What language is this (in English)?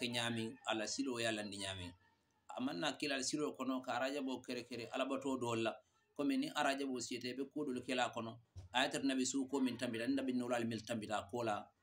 Mandingo